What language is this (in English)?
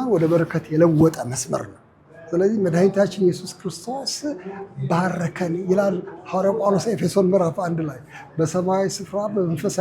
Amharic